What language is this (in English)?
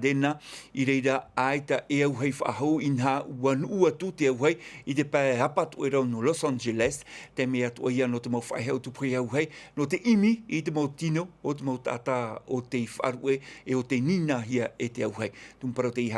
Tahitian